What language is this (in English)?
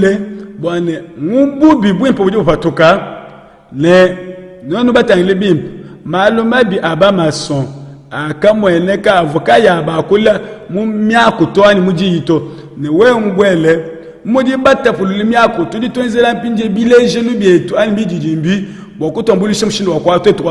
Luba-Lulua